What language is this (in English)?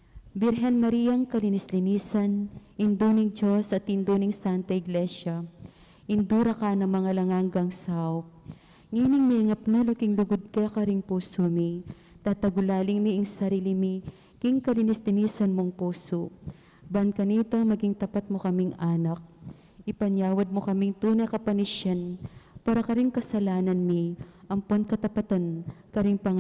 Pampanga